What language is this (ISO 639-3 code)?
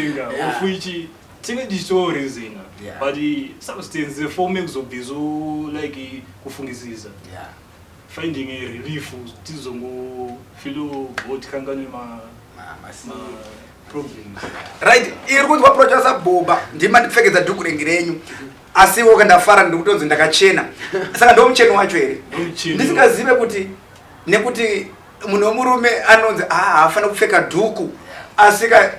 sna